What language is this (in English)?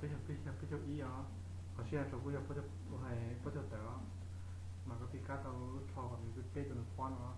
Hmong